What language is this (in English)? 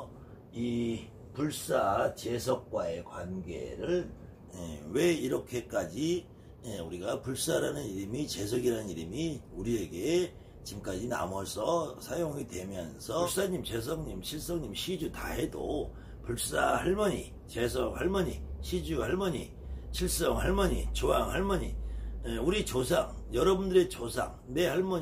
Korean